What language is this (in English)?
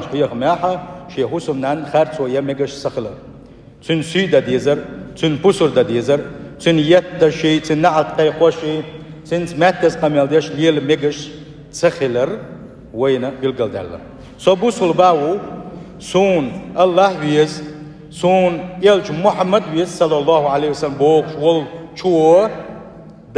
Chechen